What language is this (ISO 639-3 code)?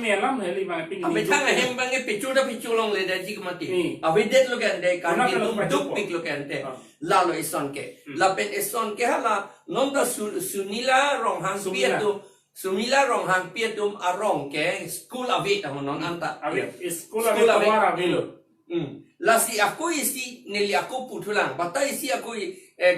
mjw